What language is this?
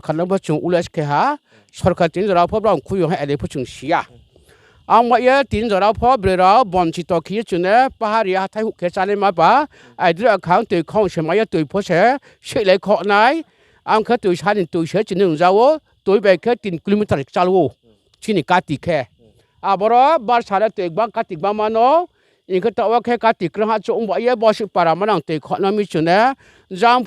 Riang (India)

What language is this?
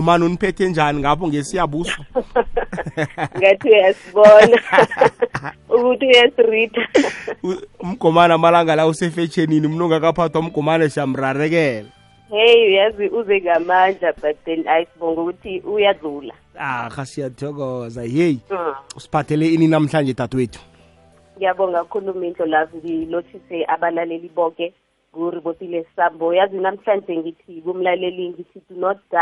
South Ndebele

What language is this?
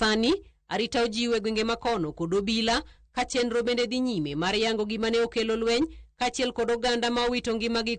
Luo (Kenya and Tanzania)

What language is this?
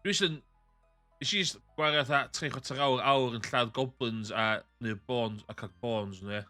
Welsh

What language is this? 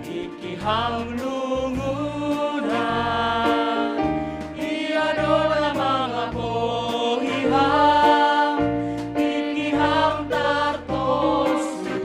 Batak Simalungun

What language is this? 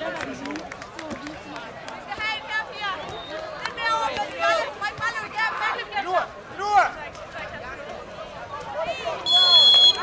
Danish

